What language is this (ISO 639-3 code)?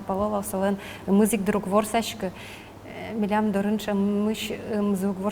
udm